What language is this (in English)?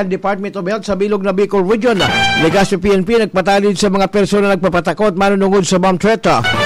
Bikol